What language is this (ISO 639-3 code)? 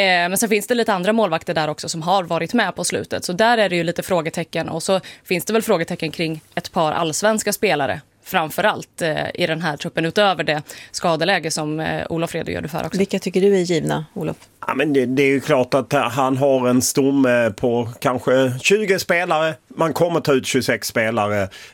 swe